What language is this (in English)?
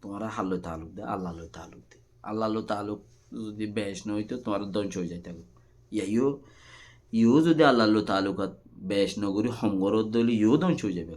Rohingya